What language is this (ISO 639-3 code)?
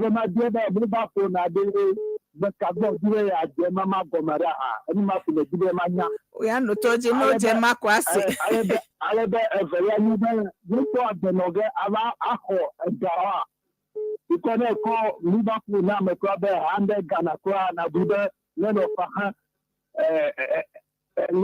ewe